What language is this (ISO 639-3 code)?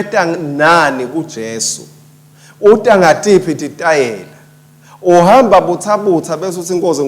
ssw